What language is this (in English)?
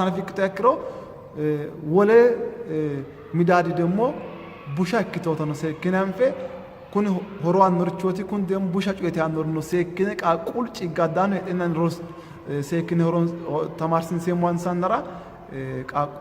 Sidamo